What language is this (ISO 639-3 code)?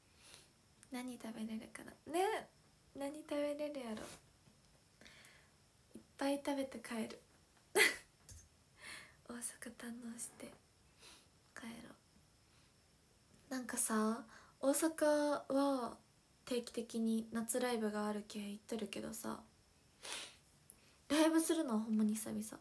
jpn